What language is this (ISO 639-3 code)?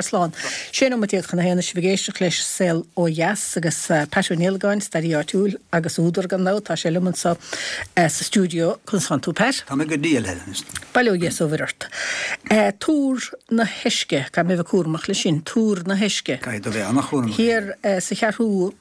gle